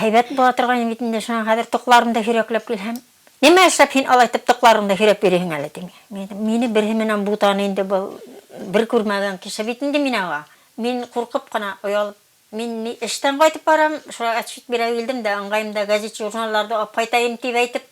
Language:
Bashkir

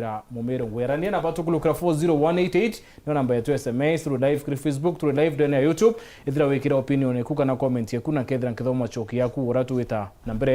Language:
Meru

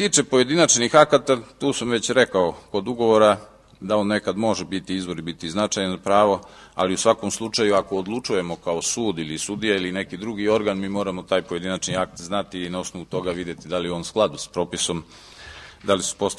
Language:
Serbian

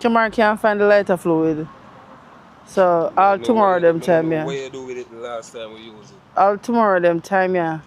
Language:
Jamaican Creole English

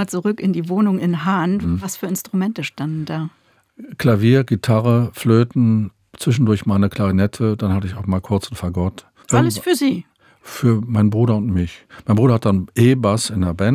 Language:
German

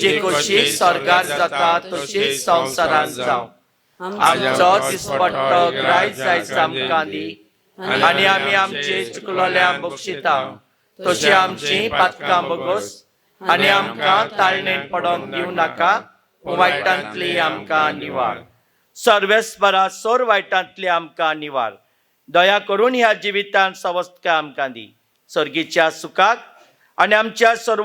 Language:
Konkani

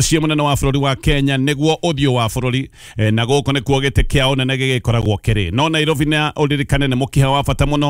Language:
Kikuyu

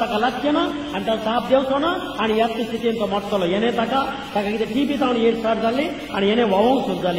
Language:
Konkani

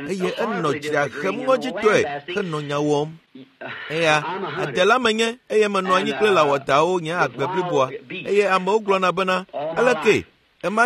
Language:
Ewe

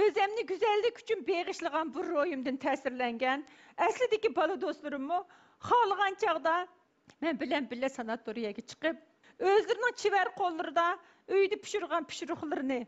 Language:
Uyghur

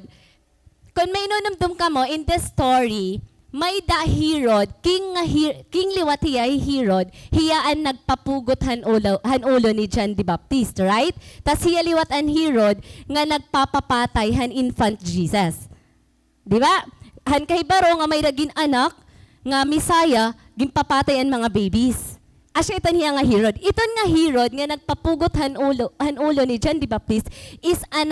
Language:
Waray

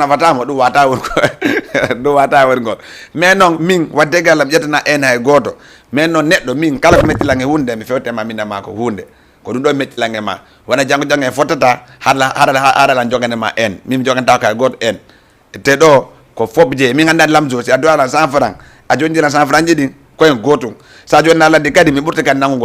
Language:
Fula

